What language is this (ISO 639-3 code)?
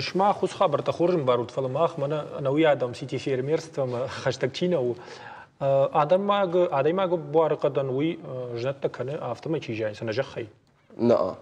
oss